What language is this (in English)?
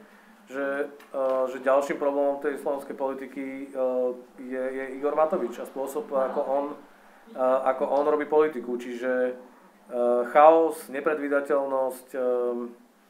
Slovak